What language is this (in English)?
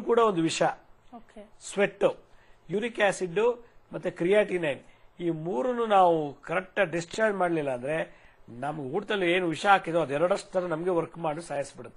Kannada